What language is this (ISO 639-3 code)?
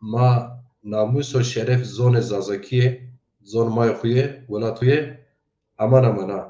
zza